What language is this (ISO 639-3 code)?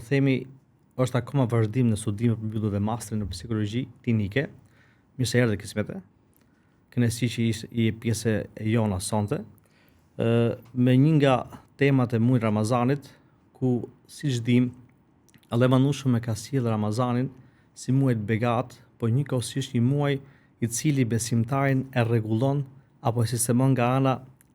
sqi